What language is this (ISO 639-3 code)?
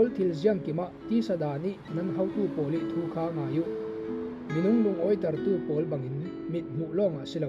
cfm